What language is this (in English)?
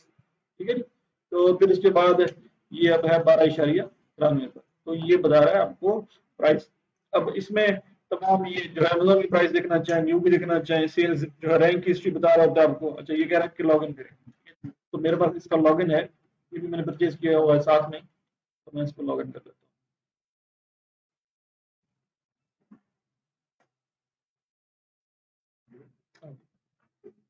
Hindi